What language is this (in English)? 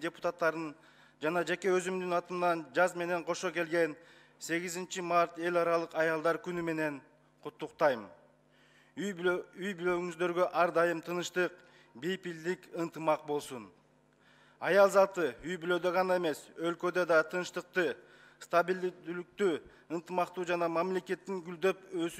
Kyrgyz